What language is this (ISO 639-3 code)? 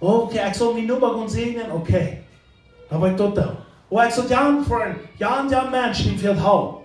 pdt